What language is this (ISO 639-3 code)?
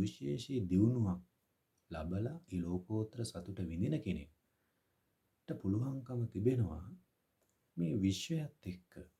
sin